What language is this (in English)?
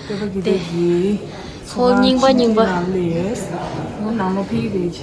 Tibetan